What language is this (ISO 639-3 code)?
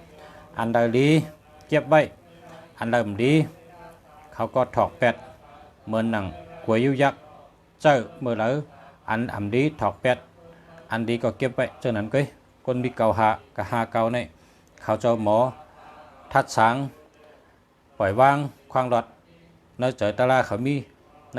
shn